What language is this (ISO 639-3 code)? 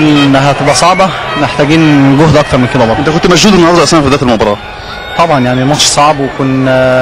arz